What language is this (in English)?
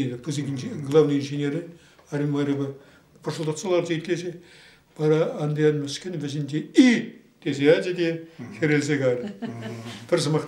Chuvash